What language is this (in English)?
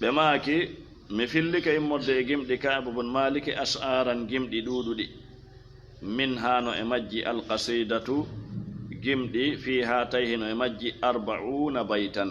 Fula